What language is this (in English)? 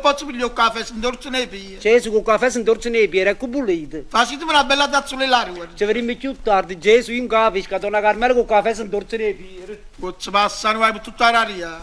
Neapolitan